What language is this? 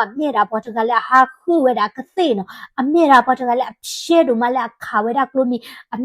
S'gaw Karen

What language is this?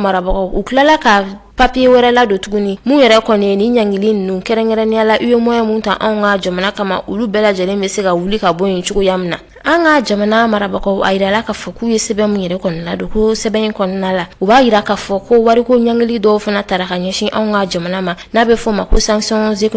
Bambara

